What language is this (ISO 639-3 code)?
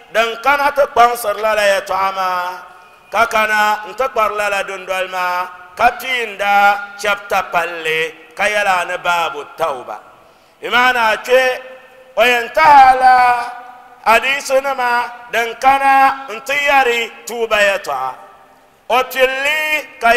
dag